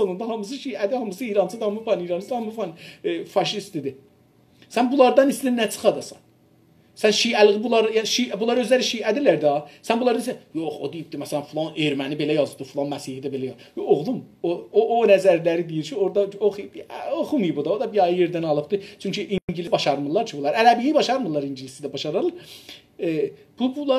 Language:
South Azerbaijani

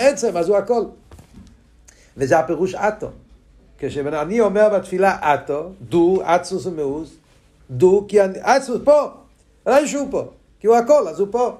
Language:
Hebrew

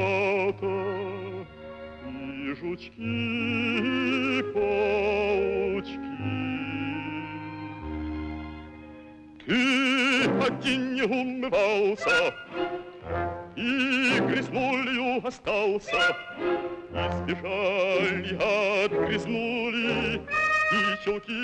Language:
Russian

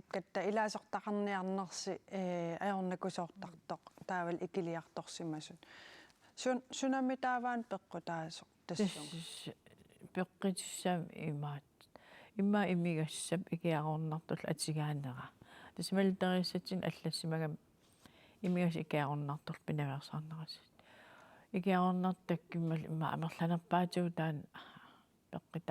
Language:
Kalaallisut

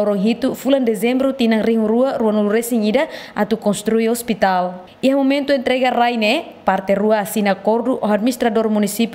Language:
Tetum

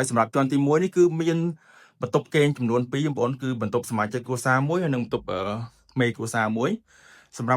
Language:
Khmer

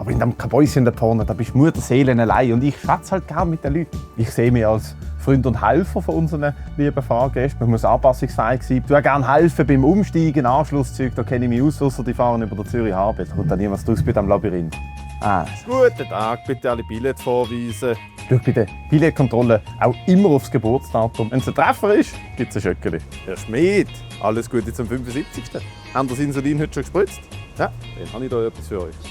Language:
Swiss German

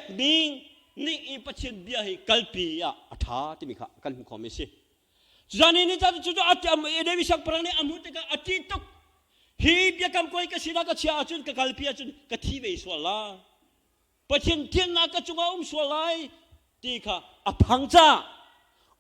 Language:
Hakha Chin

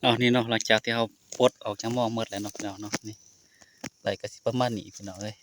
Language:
Northeastern Thai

